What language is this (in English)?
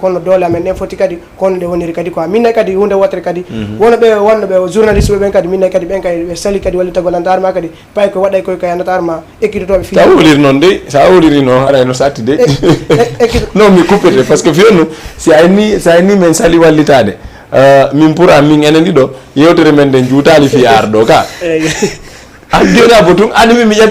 Fula